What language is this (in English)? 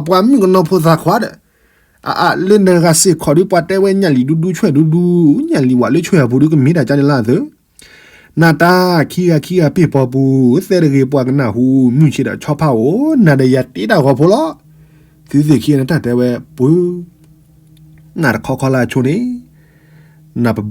S'gaw Karen